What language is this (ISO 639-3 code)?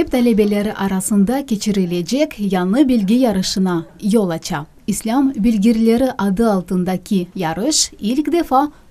crh